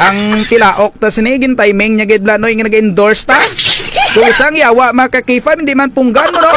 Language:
Kinaray-a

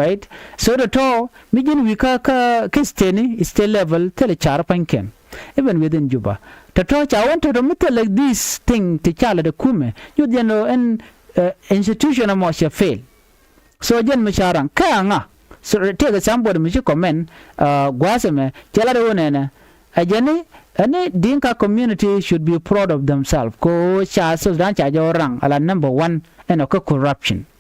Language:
Nuer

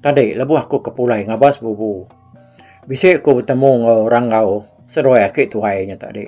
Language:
Iban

